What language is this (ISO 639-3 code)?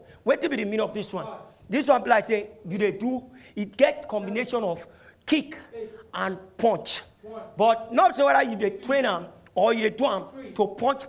pcm